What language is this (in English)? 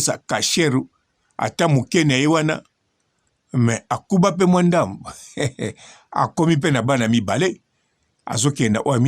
Lingala